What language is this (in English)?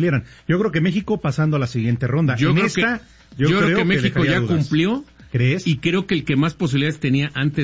Spanish